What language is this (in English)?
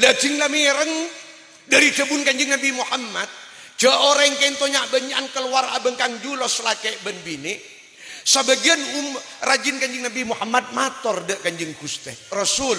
Madurese